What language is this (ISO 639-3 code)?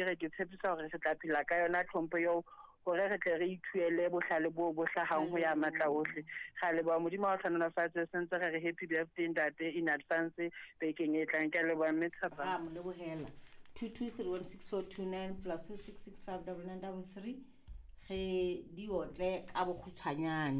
sot